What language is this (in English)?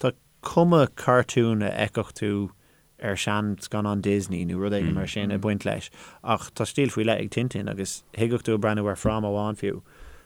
Irish